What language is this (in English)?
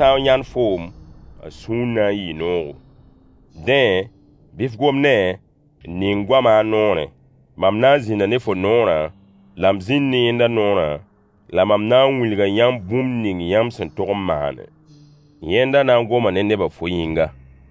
Mossi